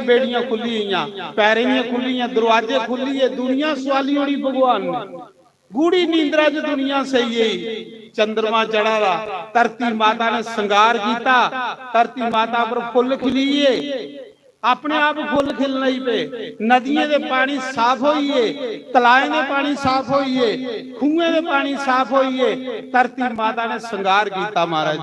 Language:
Dogri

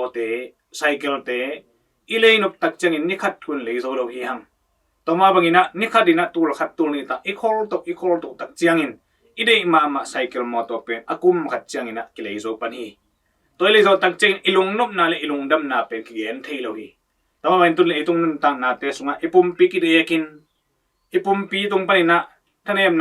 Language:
Tedim Chin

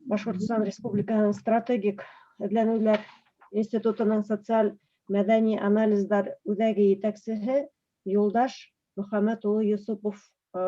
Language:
Bashkir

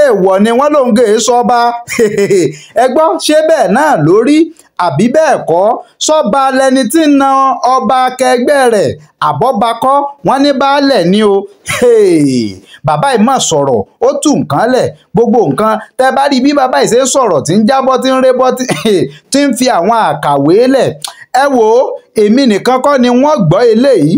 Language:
Yoruba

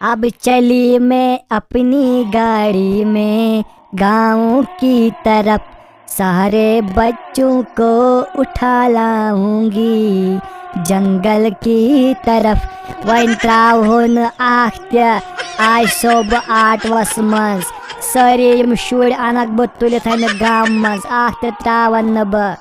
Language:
Kashmiri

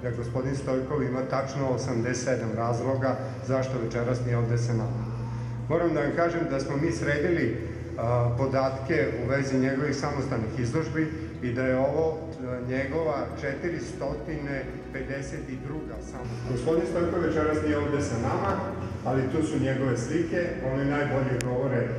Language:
Serbian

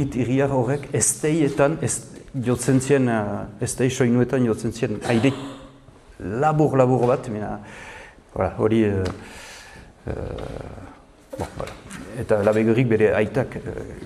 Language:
Basque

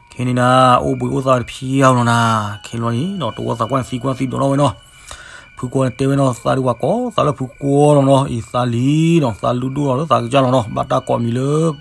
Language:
S'gaw Karen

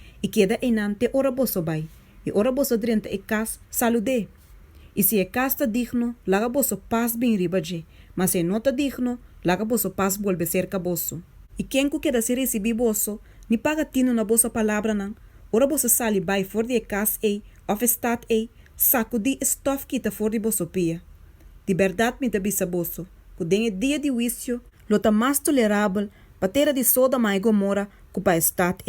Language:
Papiamento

